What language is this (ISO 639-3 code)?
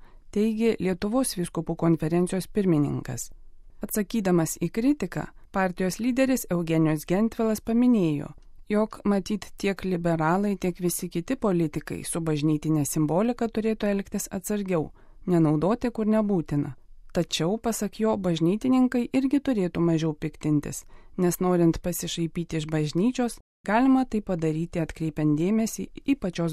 lit